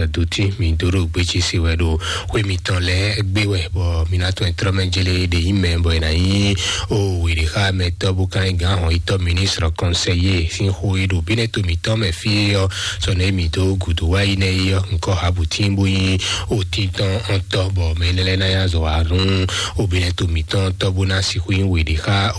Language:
Fon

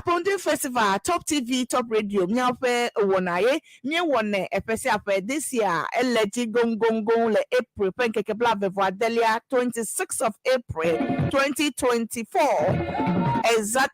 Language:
Ewe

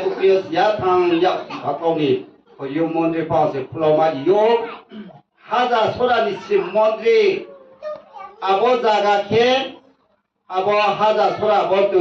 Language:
Riang (India)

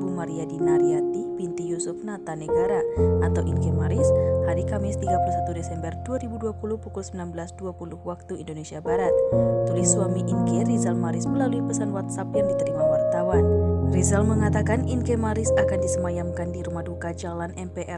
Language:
Indonesian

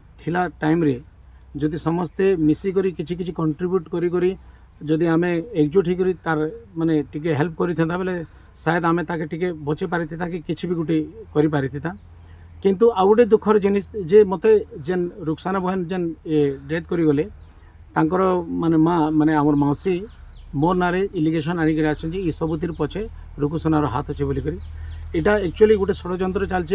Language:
Odia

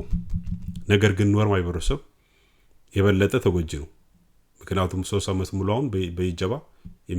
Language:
Amharic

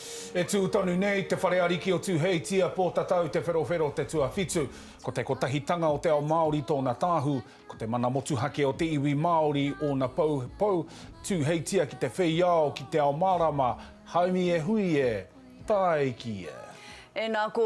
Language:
Māori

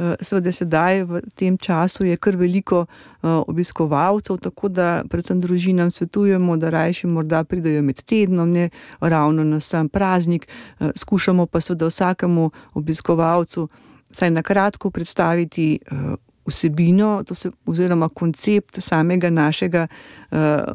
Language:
Slovenian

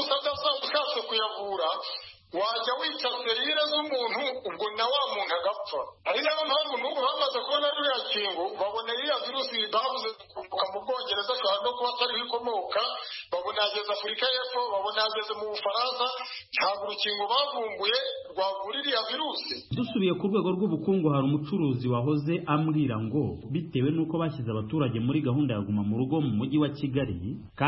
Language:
Kinyarwanda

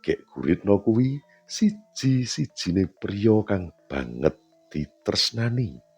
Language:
Javanese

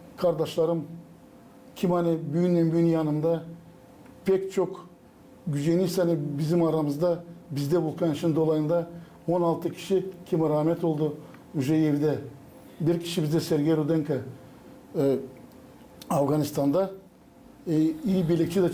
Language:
Gagauz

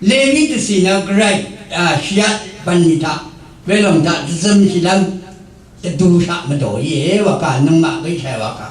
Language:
Rawang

